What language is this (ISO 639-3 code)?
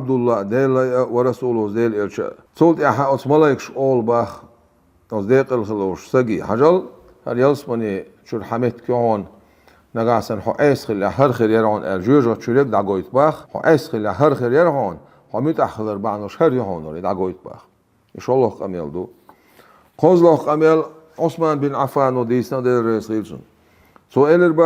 che